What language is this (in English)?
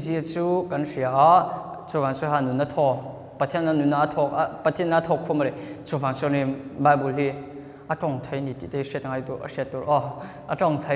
Mizo